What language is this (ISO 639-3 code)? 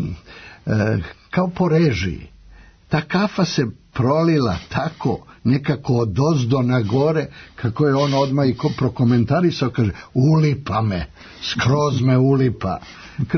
srp